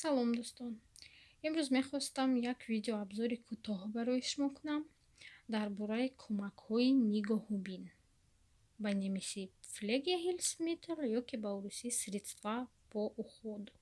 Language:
Tajik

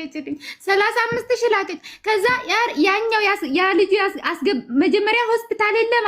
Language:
Amharic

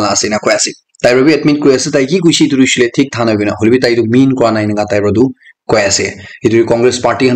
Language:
Naga Pidgin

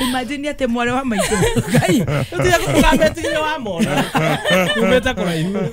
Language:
Kikuyu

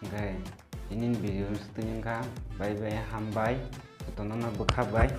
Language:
Kok Borok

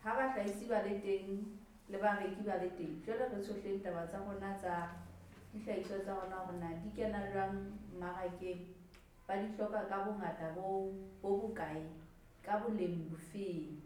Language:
Southern Sotho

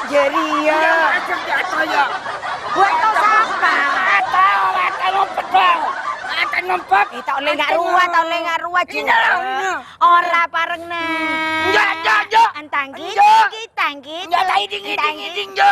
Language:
Madurese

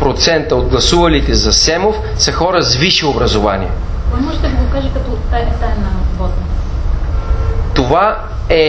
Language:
Bulgarian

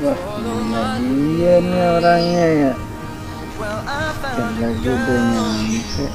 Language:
Betawi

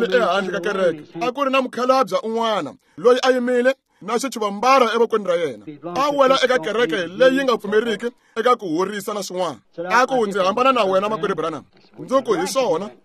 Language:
Tsonga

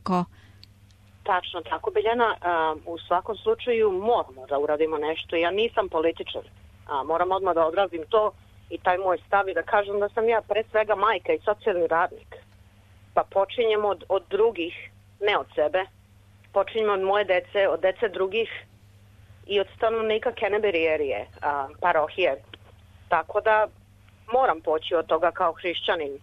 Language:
Serbian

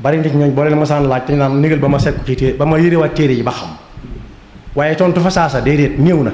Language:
Wolof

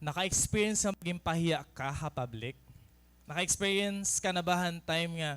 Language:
Waray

